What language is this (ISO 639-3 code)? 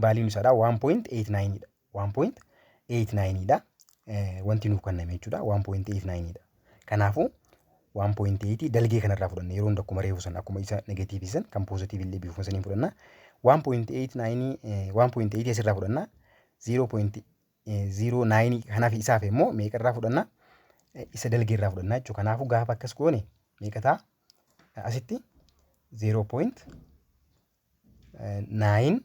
orm